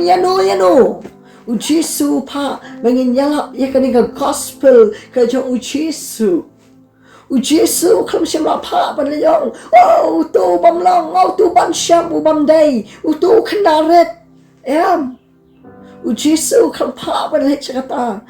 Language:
Khasi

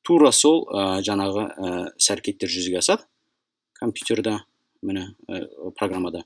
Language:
Kazakh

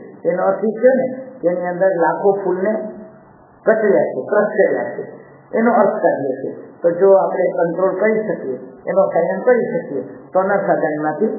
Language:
Gujarati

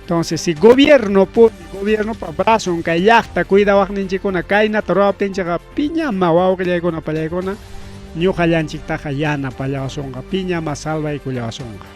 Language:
Ayacucho Quechua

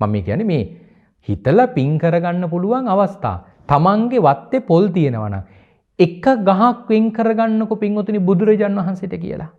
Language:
Sinhala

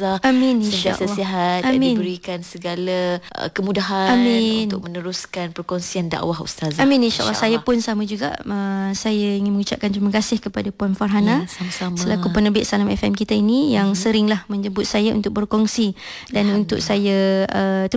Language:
Malay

